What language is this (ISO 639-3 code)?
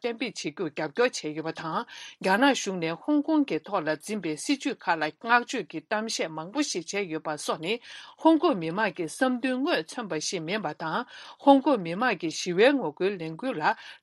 bod